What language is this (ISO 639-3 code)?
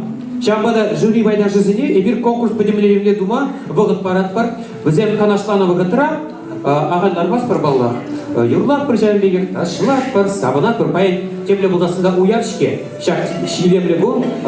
chv